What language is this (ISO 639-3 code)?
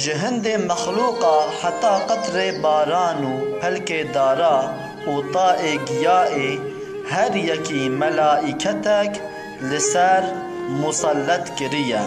kur